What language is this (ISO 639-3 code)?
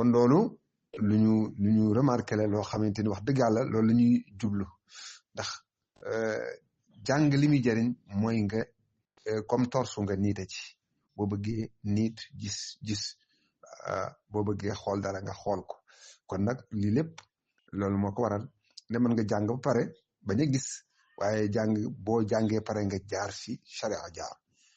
wol